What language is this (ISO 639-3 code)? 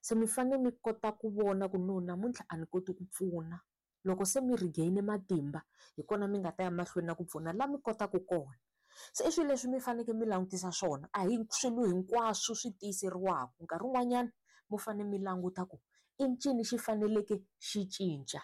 tso